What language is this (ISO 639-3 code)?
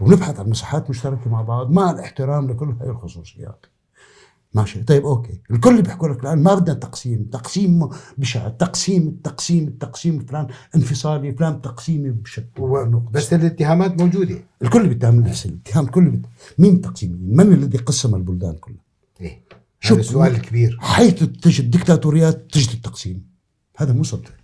apc